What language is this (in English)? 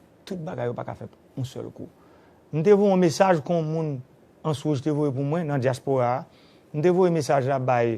Haitian Creole